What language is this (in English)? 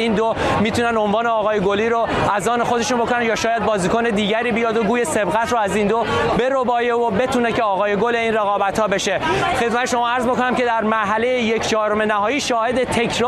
Persian